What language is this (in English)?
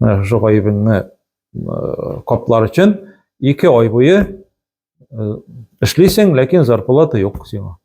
Tatar